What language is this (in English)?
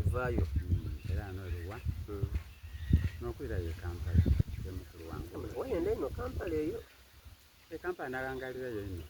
Soga